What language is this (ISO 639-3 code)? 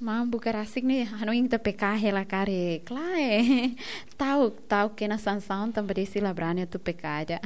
tet